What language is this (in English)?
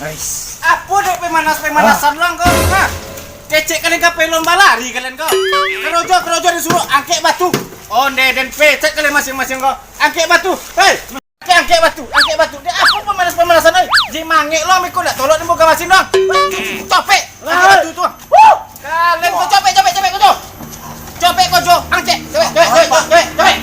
Minangkabau